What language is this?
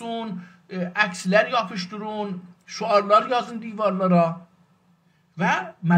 South Azerbaijani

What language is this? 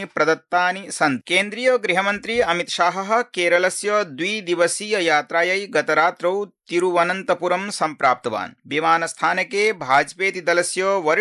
Sanskrit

